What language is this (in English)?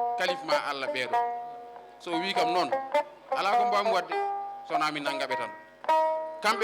Fula